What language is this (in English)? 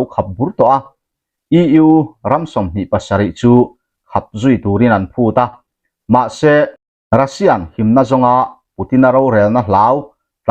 Mizo